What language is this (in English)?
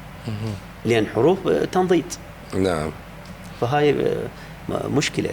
Mesopotamian Arabic